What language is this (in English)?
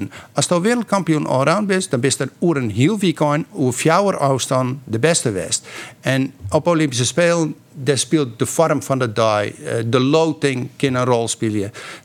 Western Frisian